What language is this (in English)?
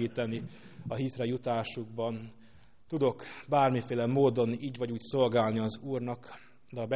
Hungarian